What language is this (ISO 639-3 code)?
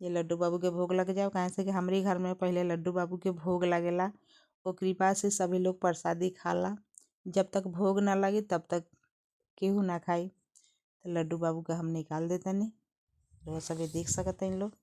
bho